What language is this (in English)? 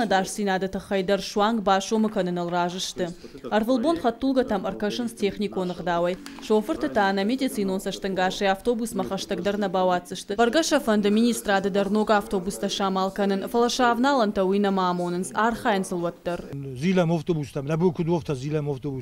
Ossetic